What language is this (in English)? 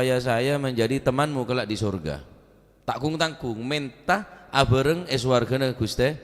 Madurese